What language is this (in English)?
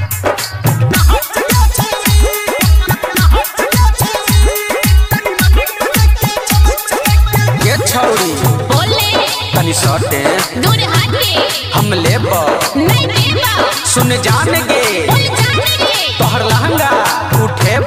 Bhojpuri